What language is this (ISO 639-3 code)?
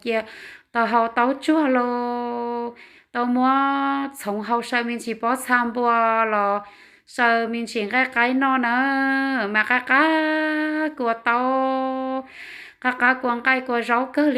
hmn